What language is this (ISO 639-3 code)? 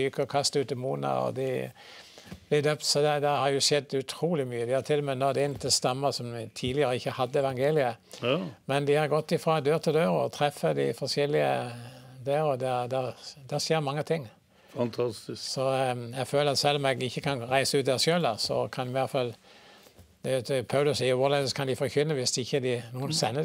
nor